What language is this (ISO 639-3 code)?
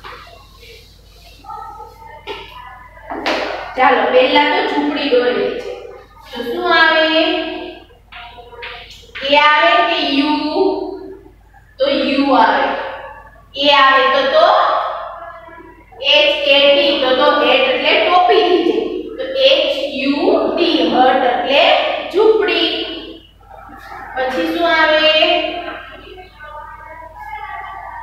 guj